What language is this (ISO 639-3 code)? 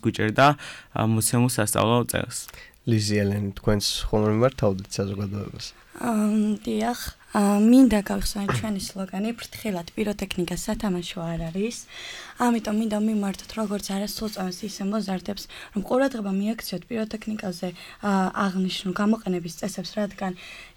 kat